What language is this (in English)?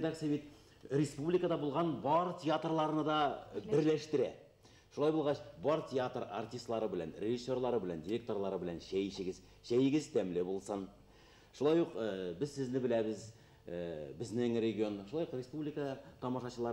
Bashkir